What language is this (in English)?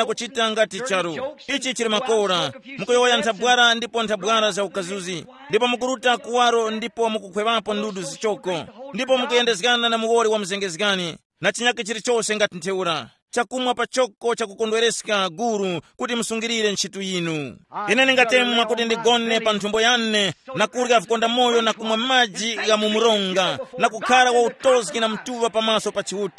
Tumbuka